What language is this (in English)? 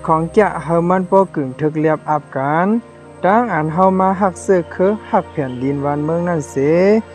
Shan